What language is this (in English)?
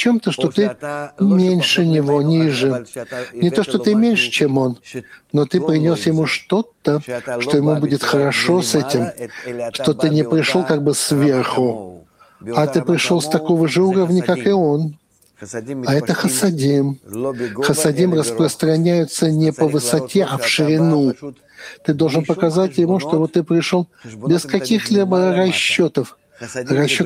Russian